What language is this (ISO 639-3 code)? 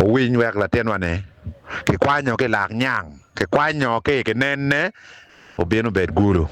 ach